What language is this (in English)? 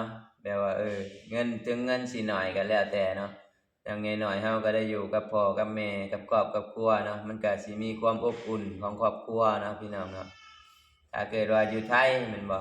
Lao